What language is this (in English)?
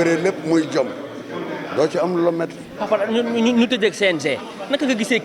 Wolof